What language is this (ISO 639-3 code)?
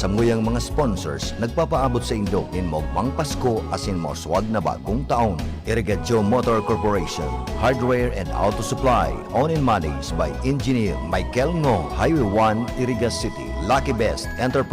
bik